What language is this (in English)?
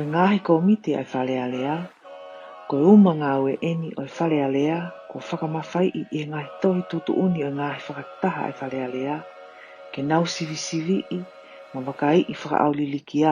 Tongan